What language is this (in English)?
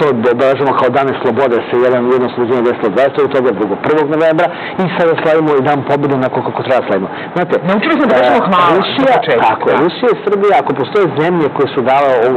Serbian